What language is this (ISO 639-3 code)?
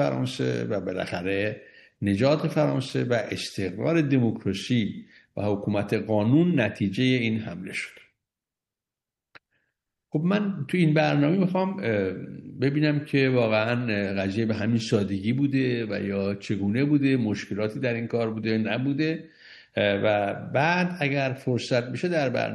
fas